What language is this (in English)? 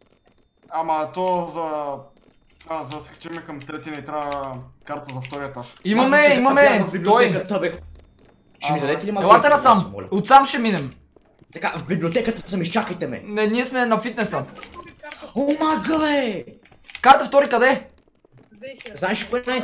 Bulgarian